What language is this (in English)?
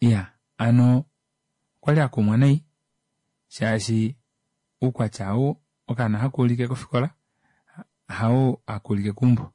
Kuanyama